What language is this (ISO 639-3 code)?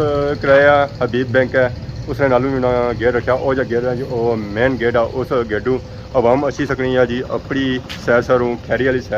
phr